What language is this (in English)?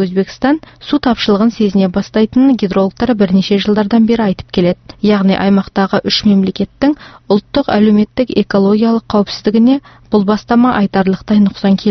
Kazakh